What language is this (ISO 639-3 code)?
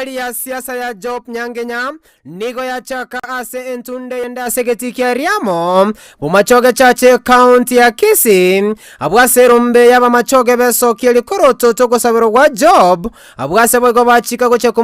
guz